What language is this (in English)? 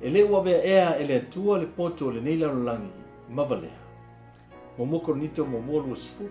Samoan